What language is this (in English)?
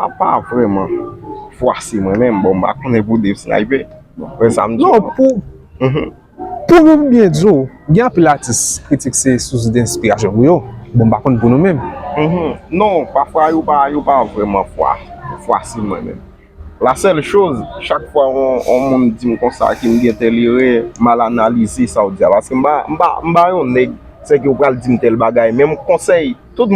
Haitian Creole